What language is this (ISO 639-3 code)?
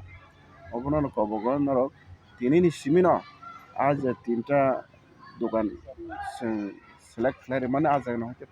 trp